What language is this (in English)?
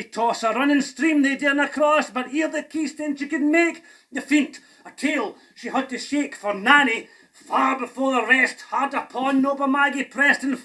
Scots